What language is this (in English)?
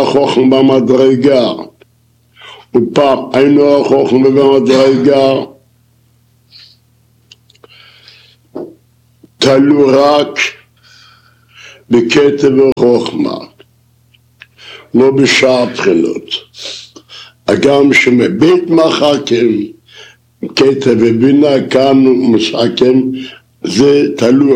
Hebrew